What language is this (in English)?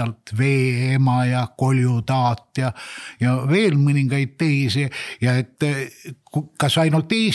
Estonian